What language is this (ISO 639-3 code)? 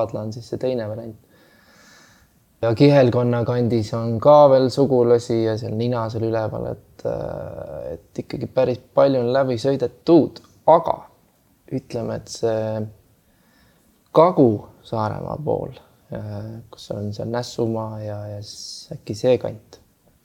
est